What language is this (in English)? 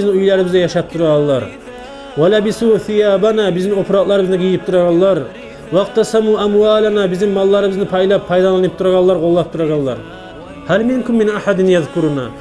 Kumyk